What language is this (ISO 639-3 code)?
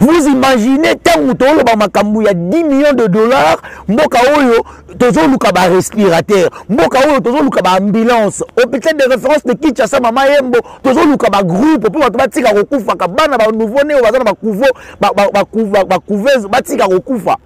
lin